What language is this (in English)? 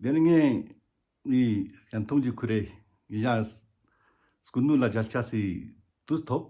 Ladakhi